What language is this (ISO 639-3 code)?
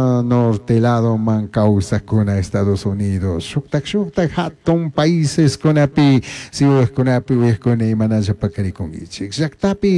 qug